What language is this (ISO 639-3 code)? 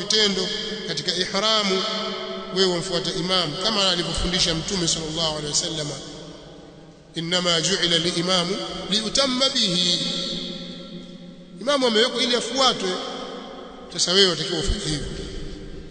swa